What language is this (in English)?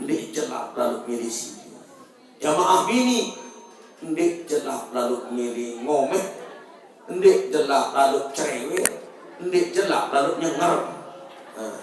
Sasak